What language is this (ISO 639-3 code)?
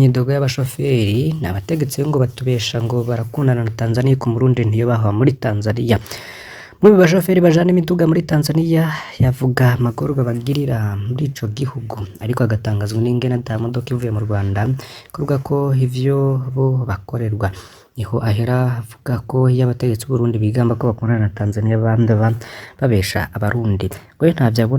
run